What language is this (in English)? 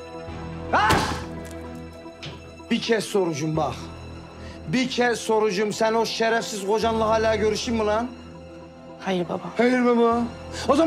Turkish